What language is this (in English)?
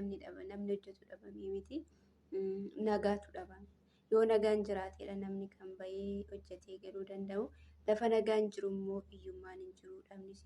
Oromo